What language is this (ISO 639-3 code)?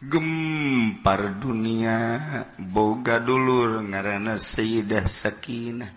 sun